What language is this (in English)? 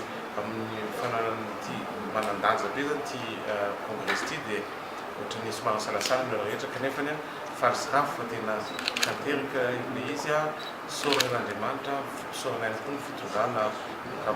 Malagasy